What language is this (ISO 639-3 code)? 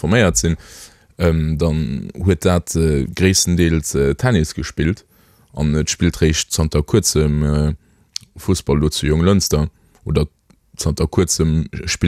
ltz